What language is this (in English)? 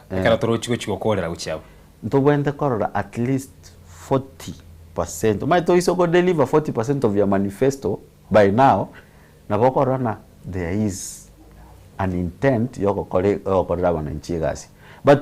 Gusii